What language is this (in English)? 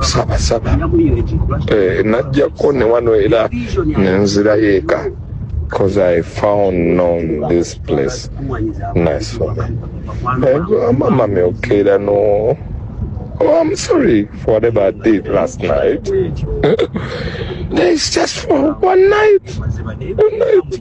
Ganda